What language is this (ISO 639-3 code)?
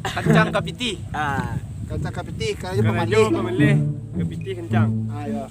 min